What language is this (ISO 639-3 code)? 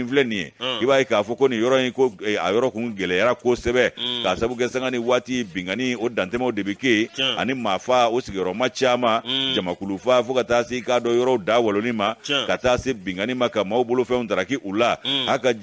bam